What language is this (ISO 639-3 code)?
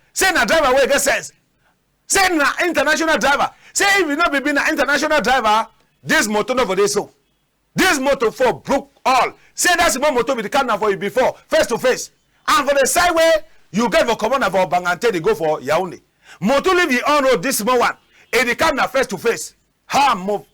wes